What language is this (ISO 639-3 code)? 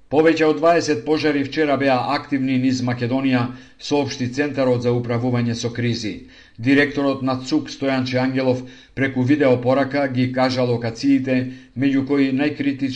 mkd